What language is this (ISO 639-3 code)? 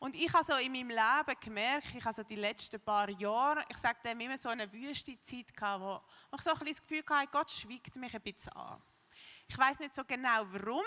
gsw